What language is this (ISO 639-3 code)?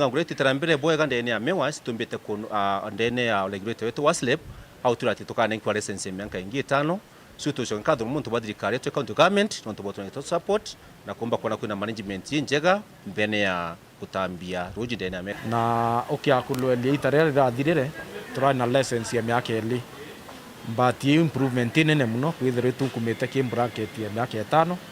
mer